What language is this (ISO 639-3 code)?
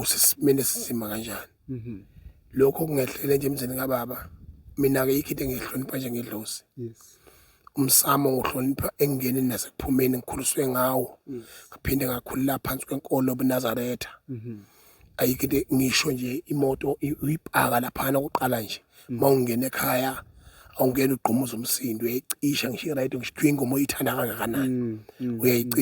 zul